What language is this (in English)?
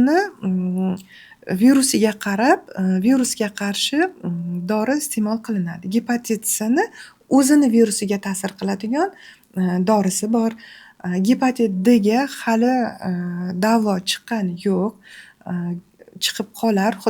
Uzbek